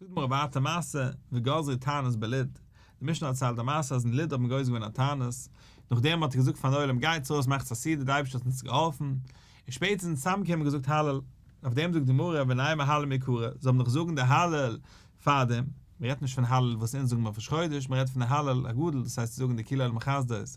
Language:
Yiddish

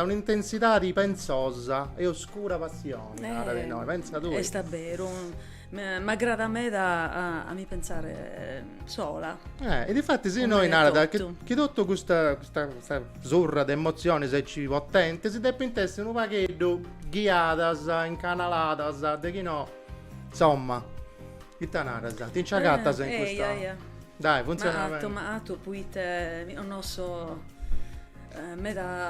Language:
Sardinian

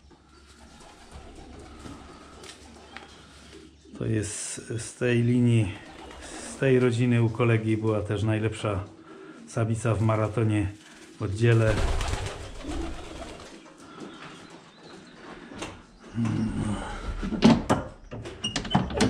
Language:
Polish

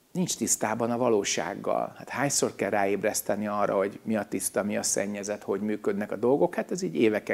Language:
Hungarian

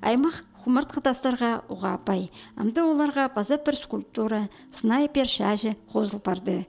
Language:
Khakas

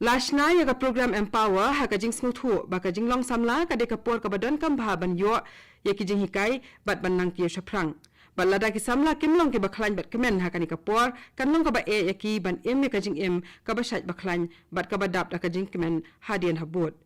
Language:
Khasi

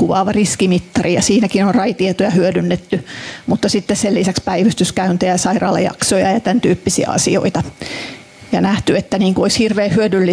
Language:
Finnish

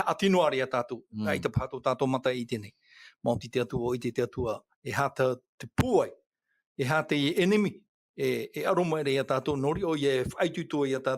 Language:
Tahitian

